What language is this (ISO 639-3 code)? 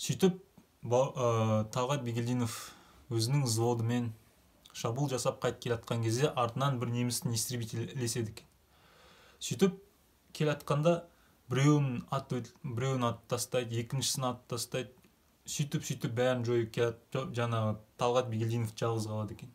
kaz